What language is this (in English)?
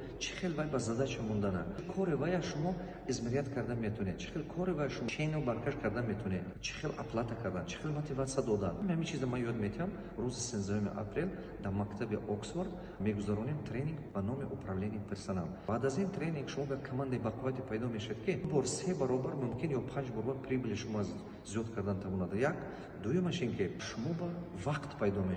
Tajik